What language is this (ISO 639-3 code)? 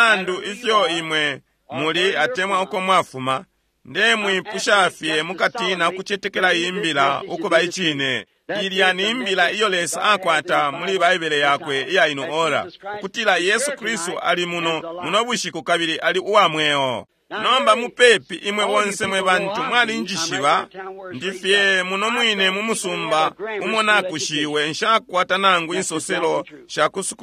bem